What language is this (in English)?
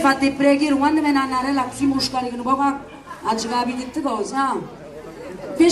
Neapolitan